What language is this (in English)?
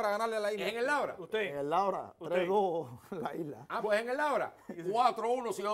Spanish